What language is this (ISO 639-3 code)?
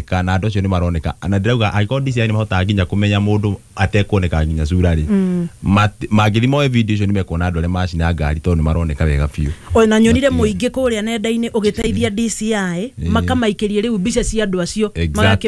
kik